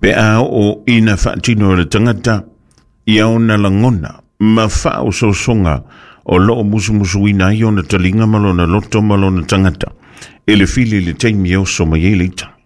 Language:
Samoan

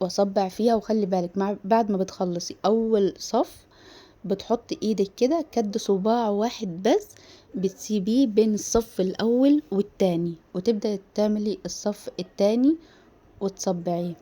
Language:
Egyptian Arabic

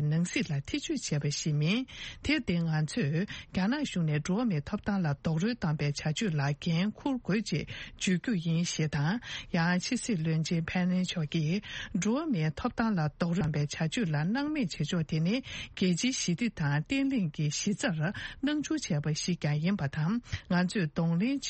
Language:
Tibetan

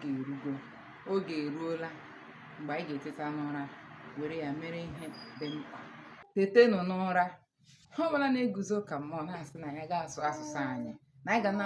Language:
Igbo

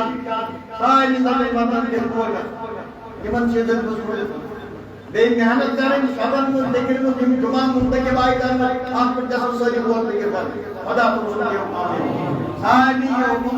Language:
Kashmiri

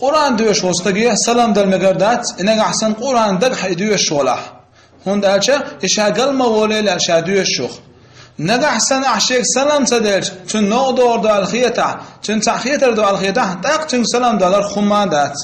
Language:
Chechen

